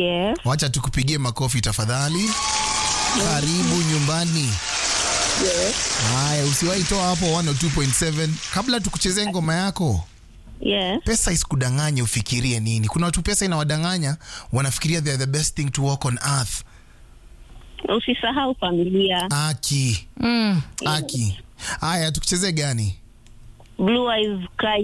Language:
Swahili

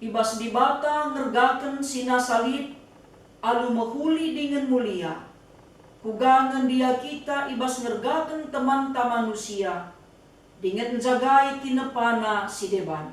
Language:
Batak Karo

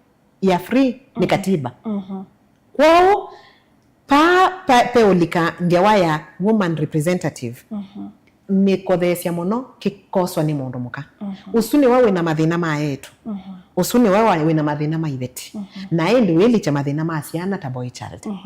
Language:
Kamba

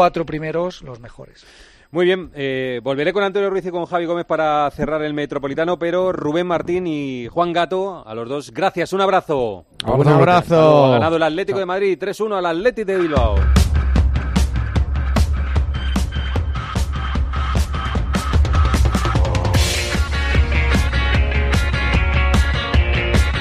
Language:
Spanish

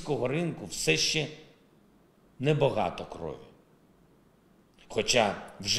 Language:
Ukrainian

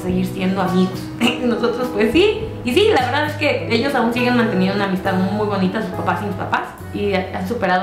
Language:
Spanish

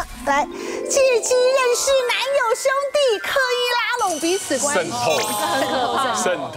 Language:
Chinese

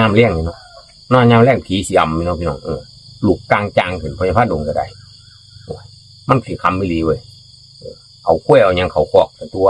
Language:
Northeastern Thai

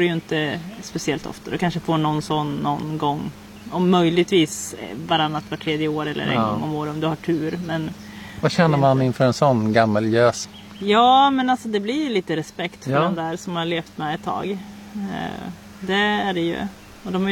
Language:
Swedish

